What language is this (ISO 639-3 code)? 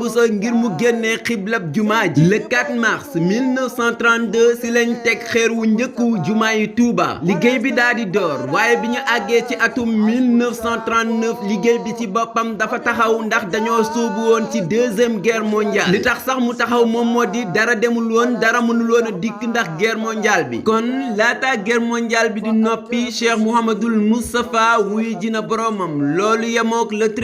wol